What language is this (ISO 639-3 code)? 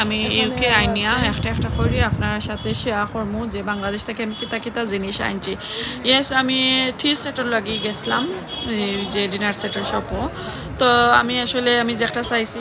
syl